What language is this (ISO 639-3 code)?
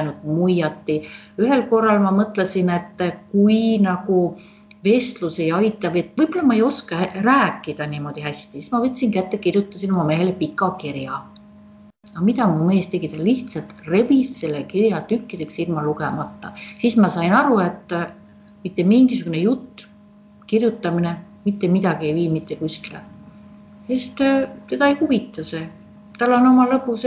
est